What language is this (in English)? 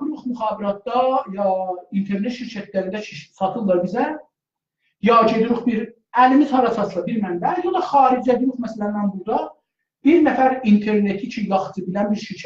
South Azerbaijani